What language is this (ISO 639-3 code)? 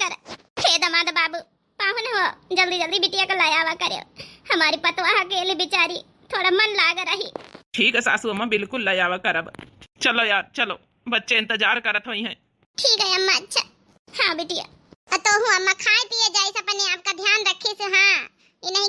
awa